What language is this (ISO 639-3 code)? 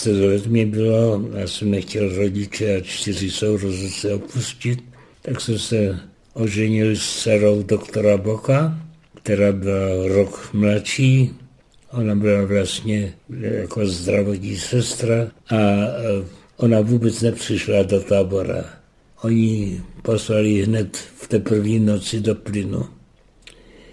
ces